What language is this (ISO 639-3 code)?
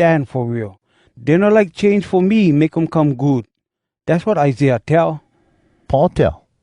hwc